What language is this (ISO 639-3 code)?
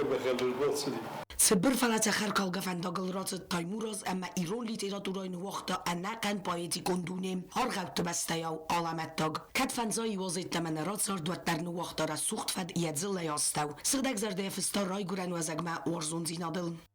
oss